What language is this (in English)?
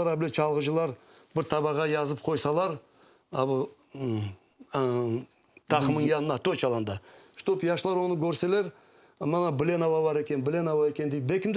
Crimean Tatar